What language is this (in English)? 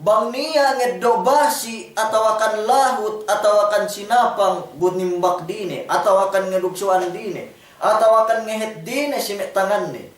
Yakan